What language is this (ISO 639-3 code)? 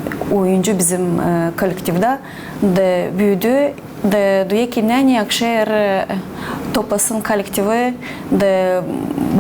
gag